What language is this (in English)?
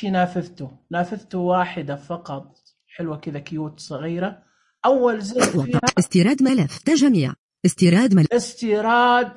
Najdi Arabic